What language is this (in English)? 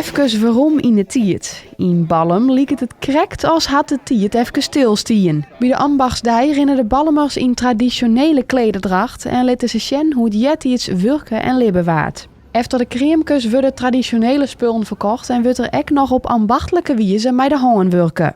Western Frisian